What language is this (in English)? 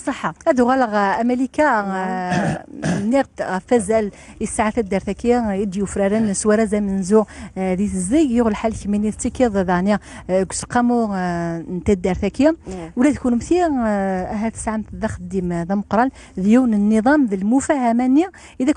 Kabyle